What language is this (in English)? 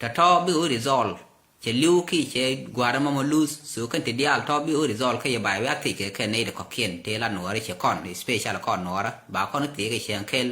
Nuer